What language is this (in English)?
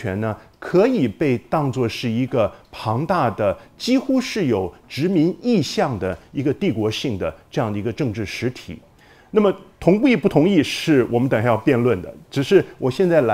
Chinese